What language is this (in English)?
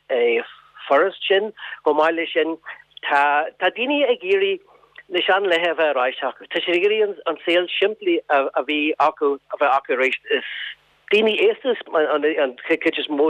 Irish